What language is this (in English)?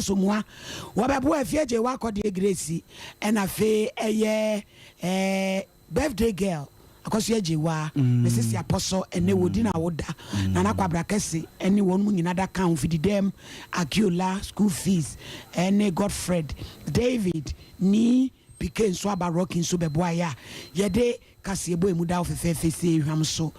Akan